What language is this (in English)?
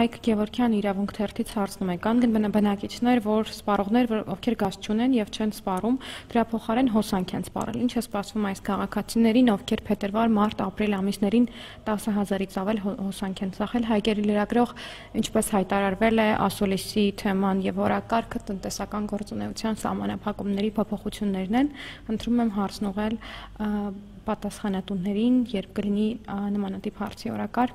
Armenian